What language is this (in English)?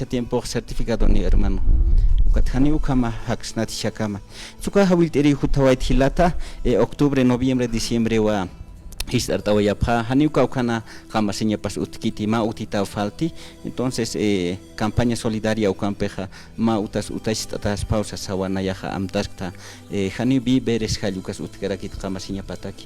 Aymara